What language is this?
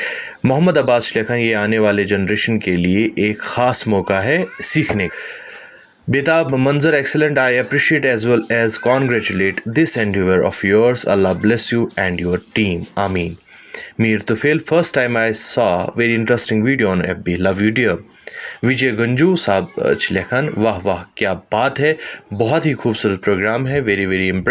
Kashmiri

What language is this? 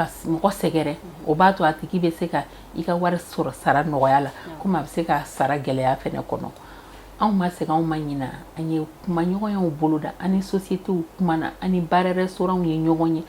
Bambara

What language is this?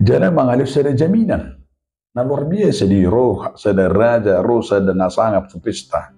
Batak Toba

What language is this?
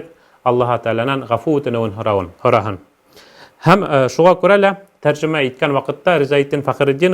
Bashkir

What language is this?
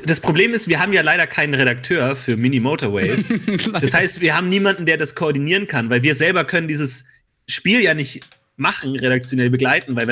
German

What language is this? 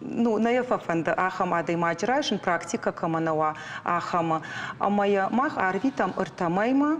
Ossetic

